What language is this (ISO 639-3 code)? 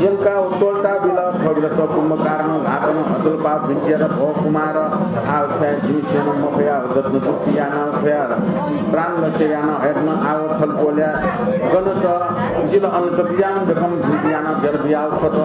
new